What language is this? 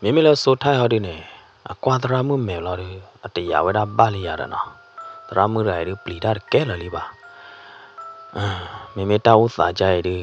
S'gaw Karen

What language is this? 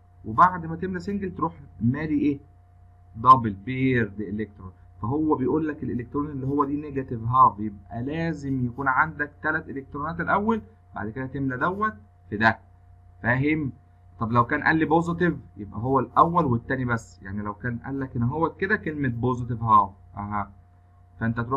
Egyptian Arabic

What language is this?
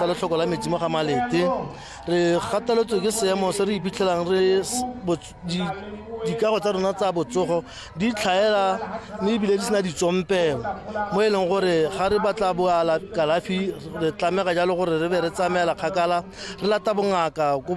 Tswana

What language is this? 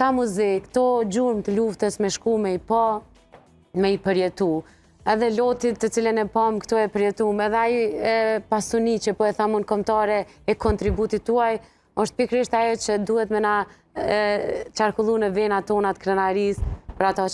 Albanian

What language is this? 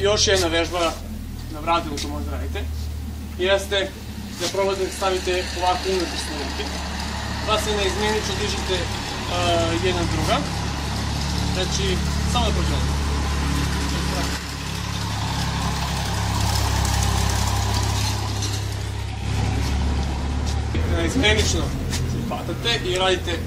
Serbian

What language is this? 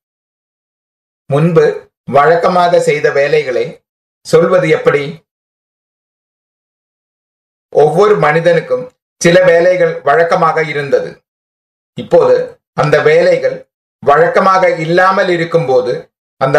Tamil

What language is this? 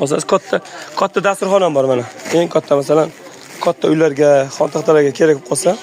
Uzbek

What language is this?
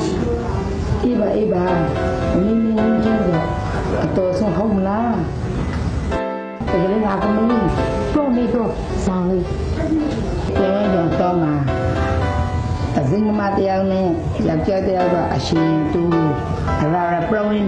Burmese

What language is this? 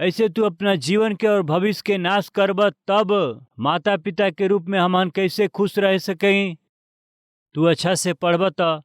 Bhojpuri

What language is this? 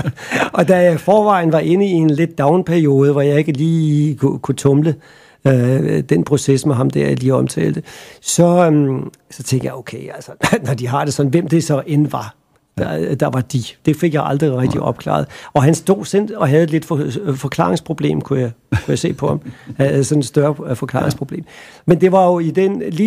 Danish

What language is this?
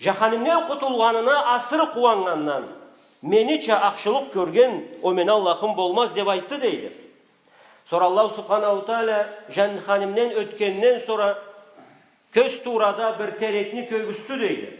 Karachay-Balkar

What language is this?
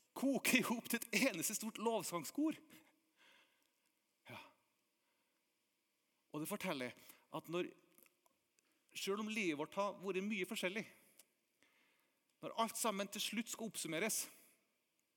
Norwegian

